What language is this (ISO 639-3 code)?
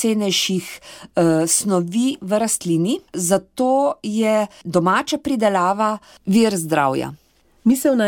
slv